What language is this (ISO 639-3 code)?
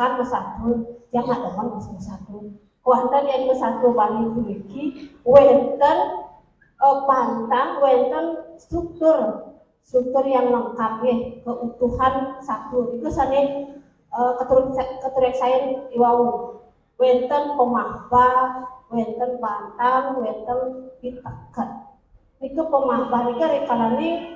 ban